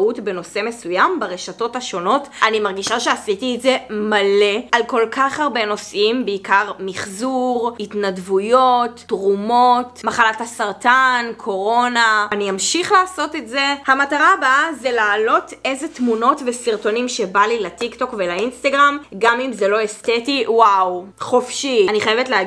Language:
Hebrew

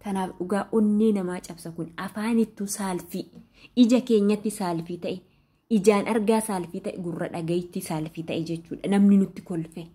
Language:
Oromo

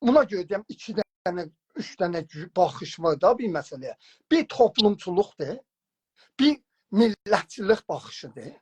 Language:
South Azerbaijani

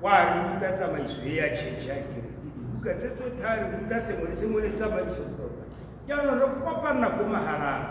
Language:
Tswana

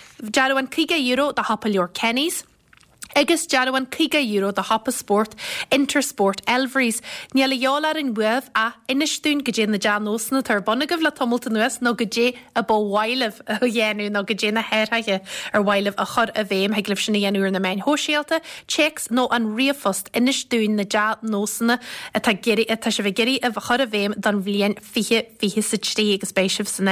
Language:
Irish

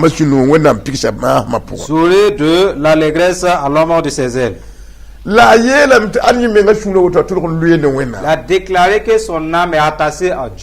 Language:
Mossi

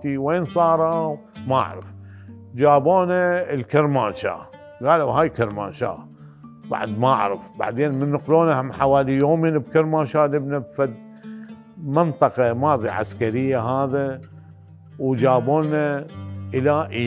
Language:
Mesopotamian Arabic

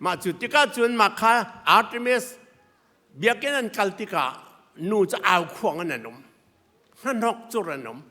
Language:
Hakha Chin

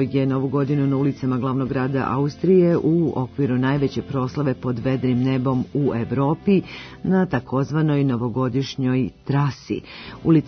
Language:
Serbian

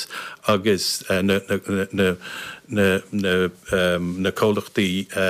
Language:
Irish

